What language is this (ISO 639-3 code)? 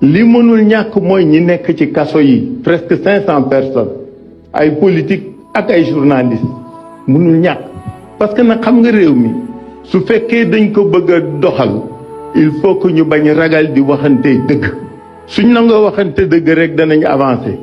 wol